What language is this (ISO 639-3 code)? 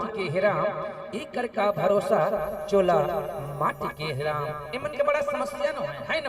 hne